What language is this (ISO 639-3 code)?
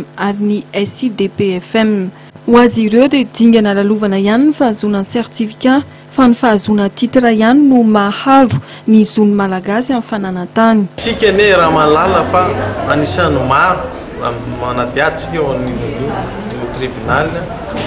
mlg